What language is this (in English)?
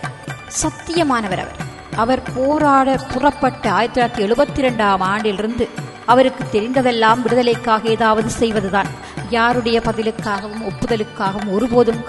Tamil